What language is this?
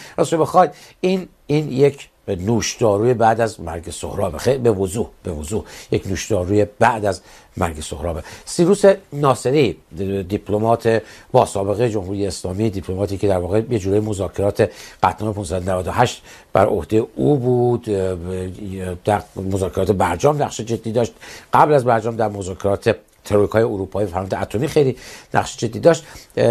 Persian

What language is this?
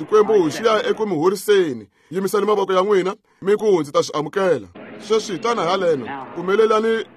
Tsonga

